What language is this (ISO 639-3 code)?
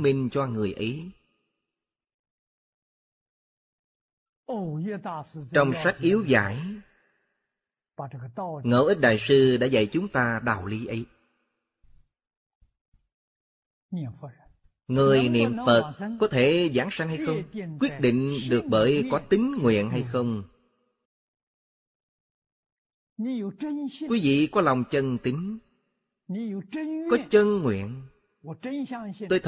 vie